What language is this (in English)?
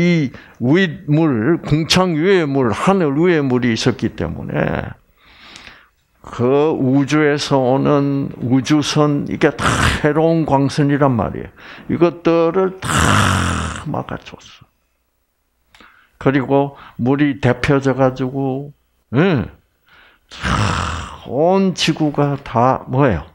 Korean